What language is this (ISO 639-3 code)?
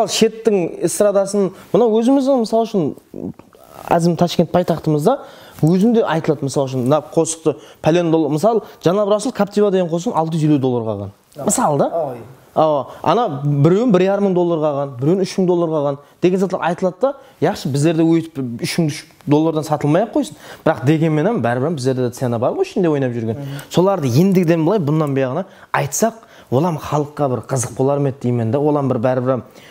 kaa